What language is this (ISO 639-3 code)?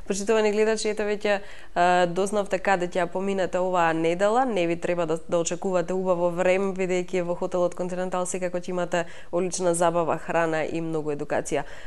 mkd